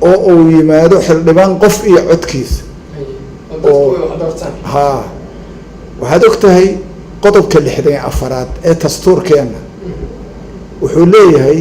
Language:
Somali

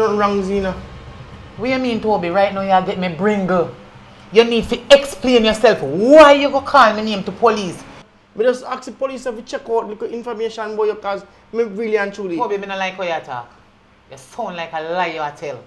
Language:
Jamaican Creole English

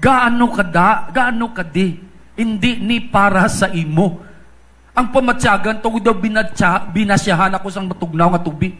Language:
Hiligaynon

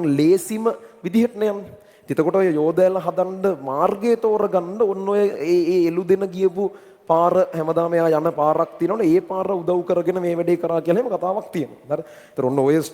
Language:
Sinhala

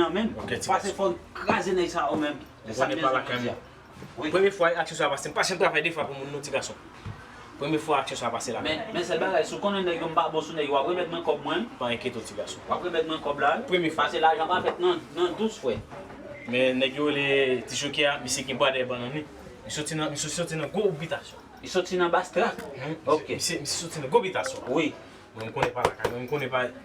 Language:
Haitian Creole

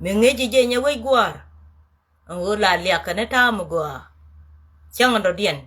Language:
Nuer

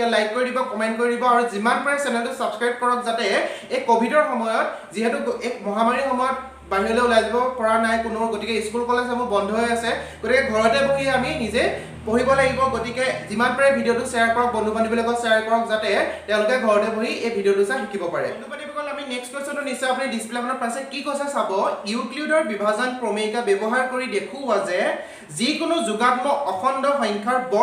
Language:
Assamese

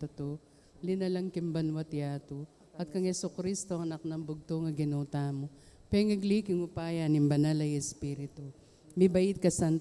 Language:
Pampanga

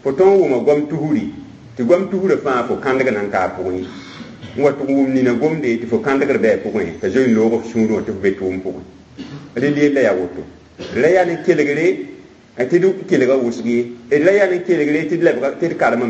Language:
Mossi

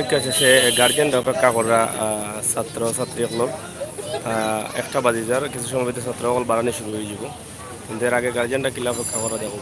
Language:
Sylheti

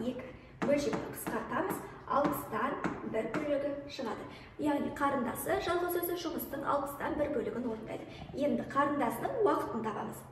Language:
Kazakh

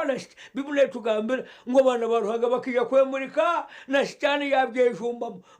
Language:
Nyankole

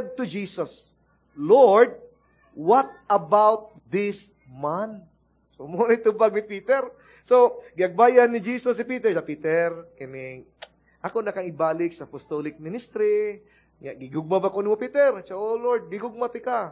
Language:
Cebuano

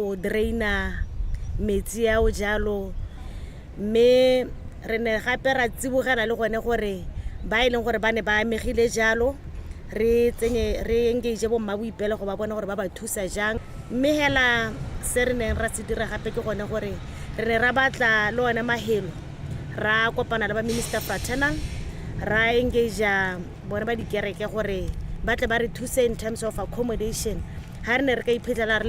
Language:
Tswana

